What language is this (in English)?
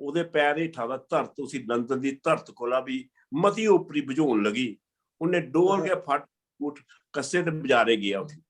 Dogri